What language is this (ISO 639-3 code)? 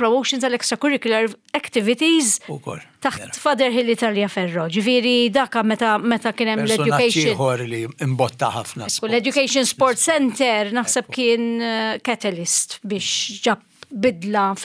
mlt